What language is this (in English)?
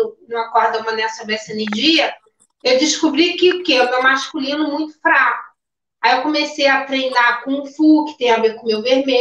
Portuguese